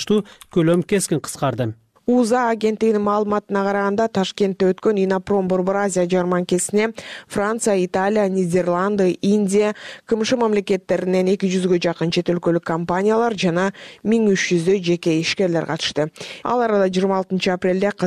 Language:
Kyrgyz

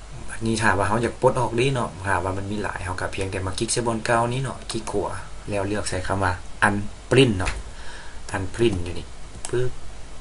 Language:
Lao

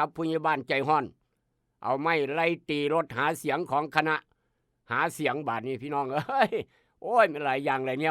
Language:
Northeastern Thai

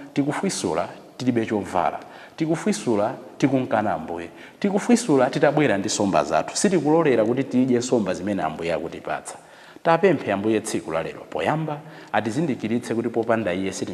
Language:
Nyanja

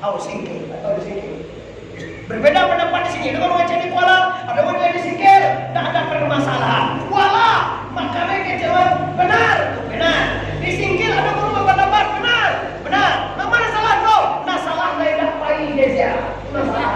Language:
Minangkabau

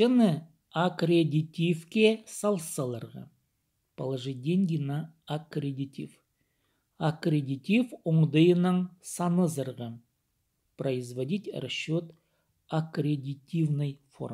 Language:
Khakas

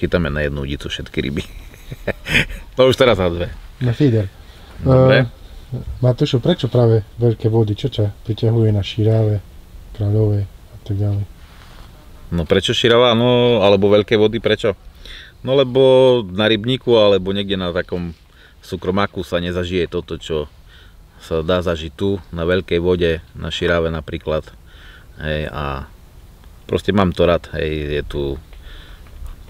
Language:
Slovak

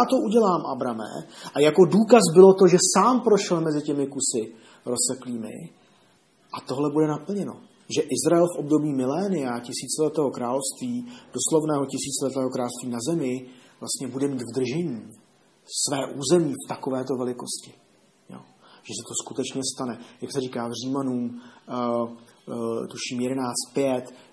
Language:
Czech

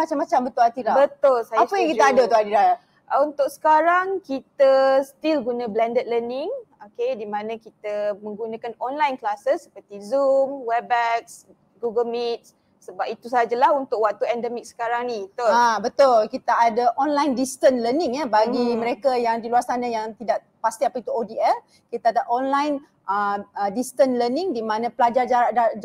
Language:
Malay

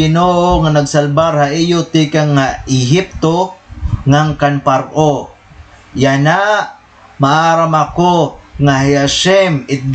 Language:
Waray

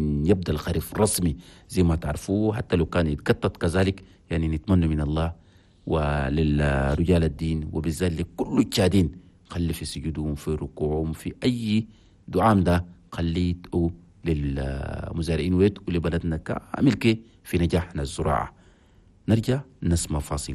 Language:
Chadian Arabic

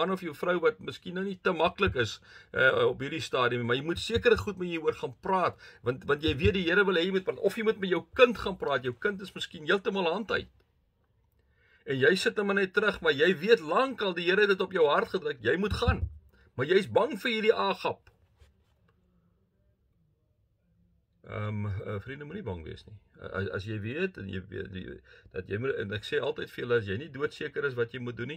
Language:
Afrikaans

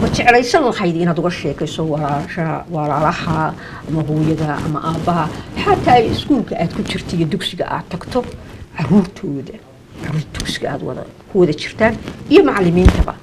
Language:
Somali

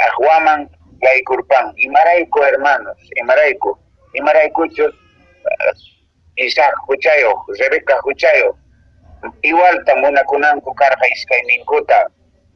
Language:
Quechua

